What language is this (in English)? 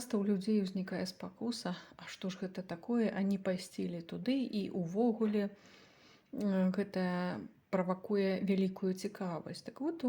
Belarusian